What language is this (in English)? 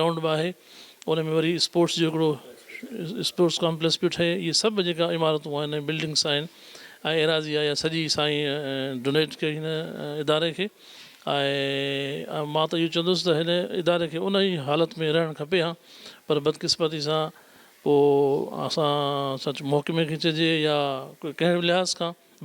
Sindhi